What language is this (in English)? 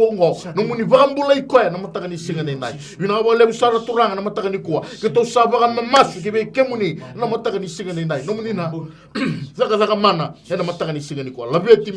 Fijian